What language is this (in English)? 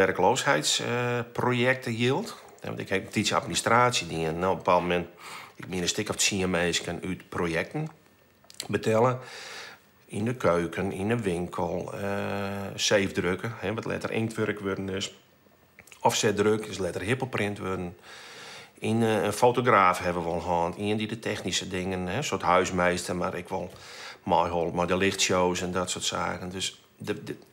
Western Frisian